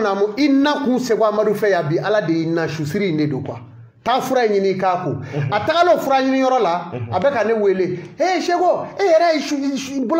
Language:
Bambara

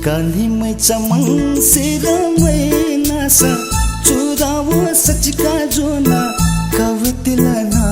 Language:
Newari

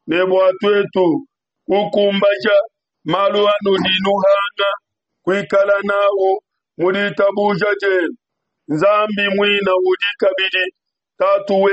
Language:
Luba-Lulua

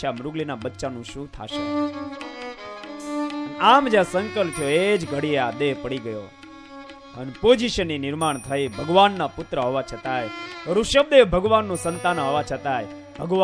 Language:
Gujarati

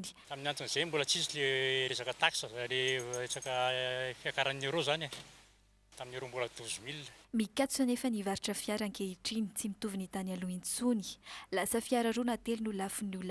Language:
Malagasy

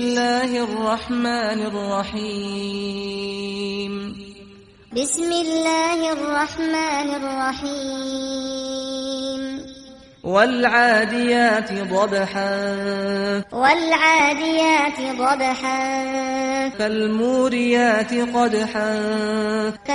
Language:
Arabic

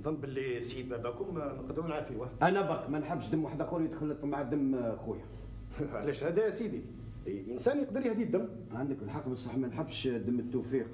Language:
Algerian Arabic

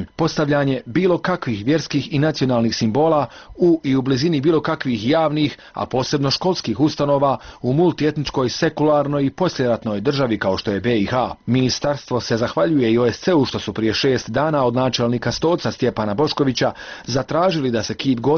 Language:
Bosnian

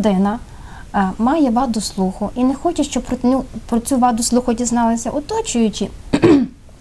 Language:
Ukrainian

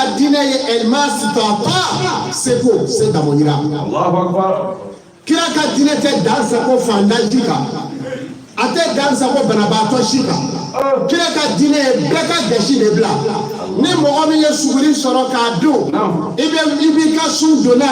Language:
Bambara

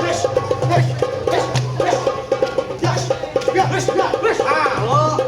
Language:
Betawi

